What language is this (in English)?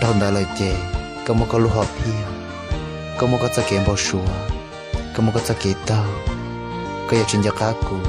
Hmong